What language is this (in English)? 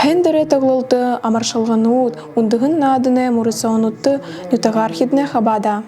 Buriat